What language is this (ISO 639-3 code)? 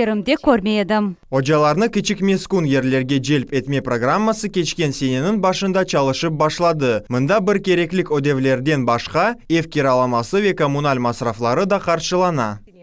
crh